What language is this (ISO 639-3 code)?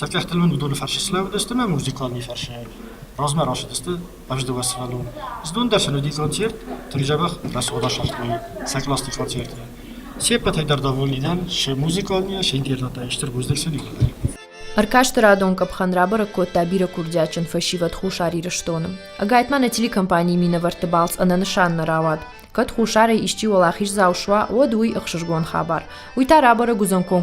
oss